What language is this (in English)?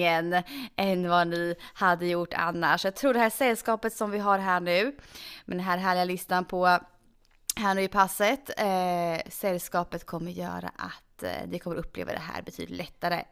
Swedish